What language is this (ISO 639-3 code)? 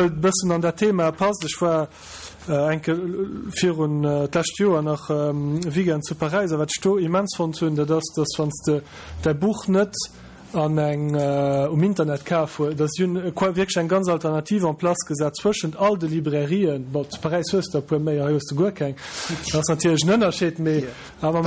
ltz